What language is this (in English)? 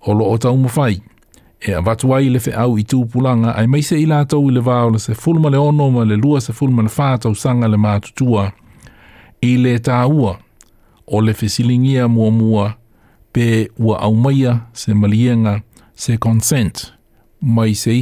Samoan